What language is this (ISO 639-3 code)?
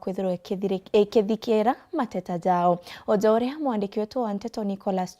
mer